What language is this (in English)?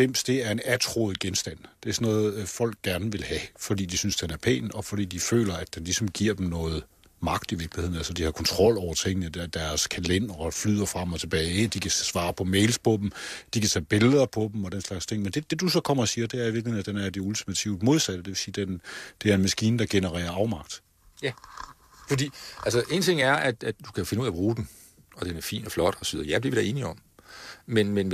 Danish